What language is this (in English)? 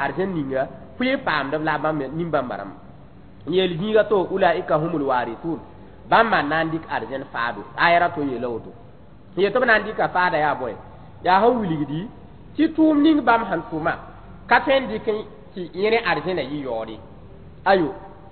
Mossi